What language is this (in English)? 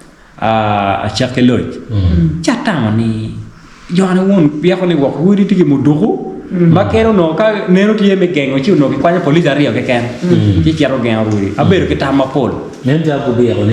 Acoli